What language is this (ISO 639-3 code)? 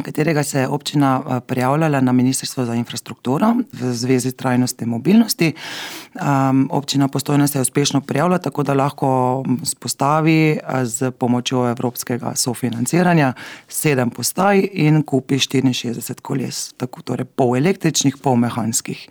slv